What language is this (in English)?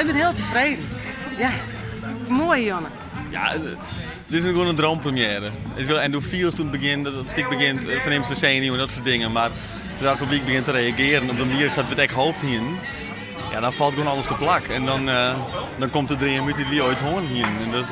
Western Frisian